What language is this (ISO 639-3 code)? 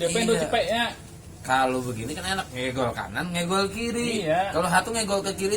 bew